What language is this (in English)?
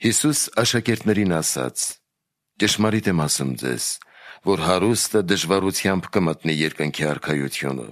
Armenian